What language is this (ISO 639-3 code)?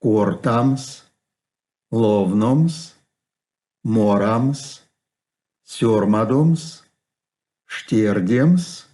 myv